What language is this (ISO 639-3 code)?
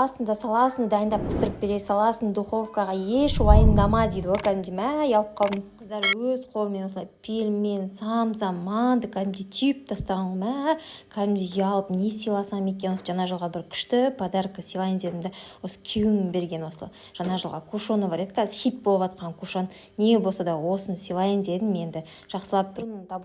kaz